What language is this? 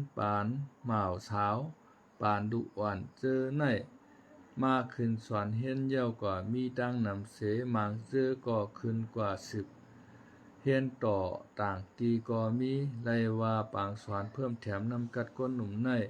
Shan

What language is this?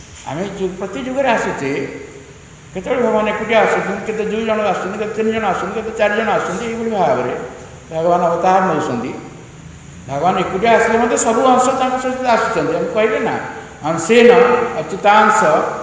Odia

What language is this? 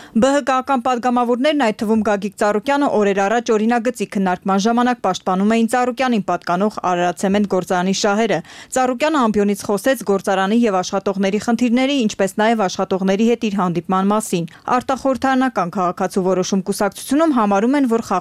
Armenian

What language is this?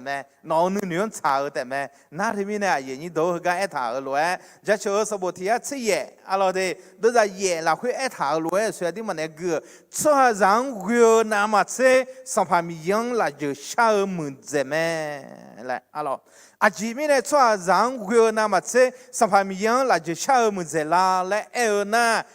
Akha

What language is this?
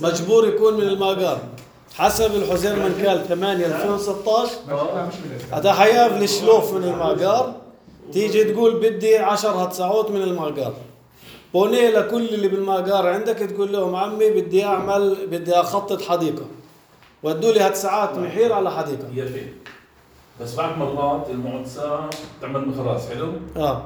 North Levantine Arabic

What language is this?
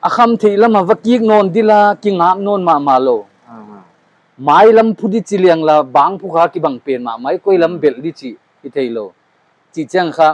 Paite Chin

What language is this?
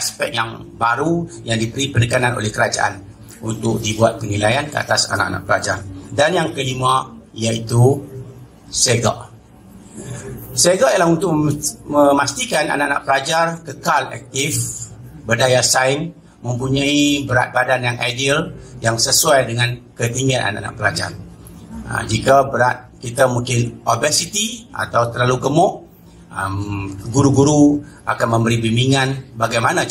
Malay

